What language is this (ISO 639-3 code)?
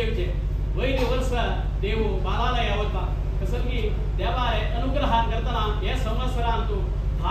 kok